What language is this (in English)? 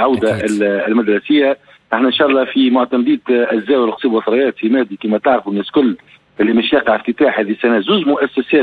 Tunisian Arabic